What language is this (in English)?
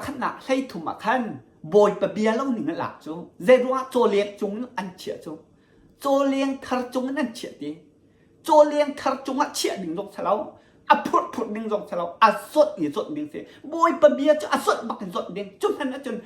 Hakha Chin